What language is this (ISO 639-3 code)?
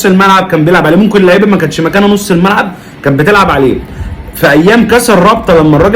arz